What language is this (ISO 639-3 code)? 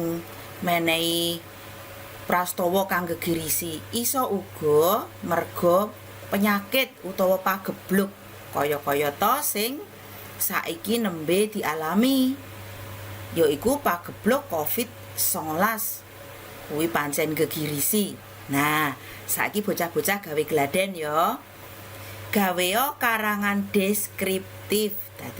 jav